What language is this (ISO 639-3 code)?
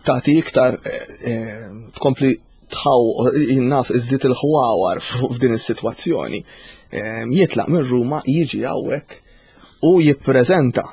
mlt